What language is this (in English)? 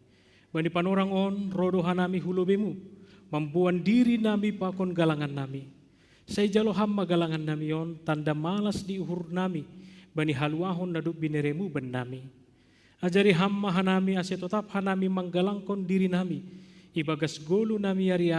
Batak Simalungun